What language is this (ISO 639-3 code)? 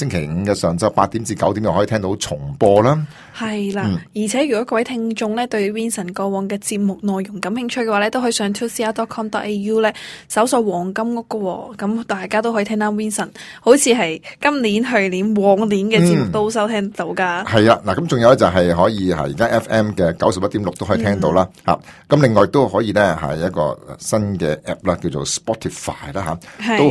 yue